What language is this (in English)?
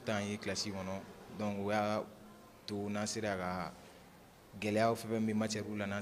Bambara